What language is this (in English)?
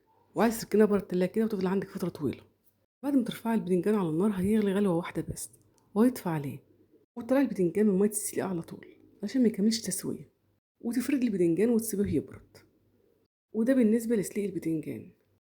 Egyptian Arabic